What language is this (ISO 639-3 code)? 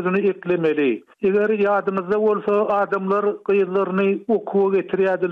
tuk